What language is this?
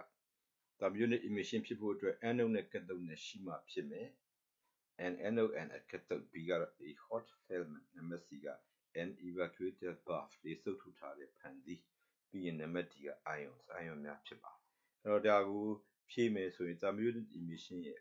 Burmese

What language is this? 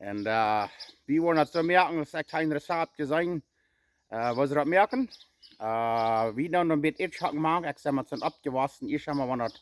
Plautdietsch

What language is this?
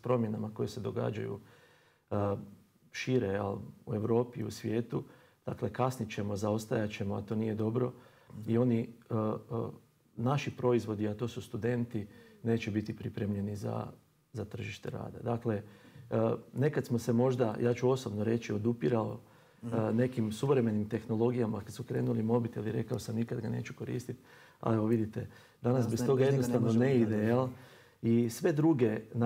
Croatian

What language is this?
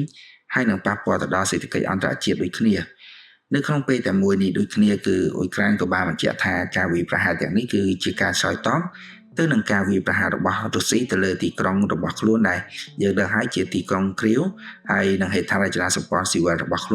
Khmer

